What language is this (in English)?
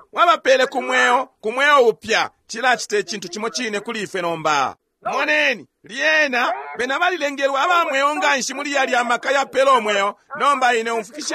Bemba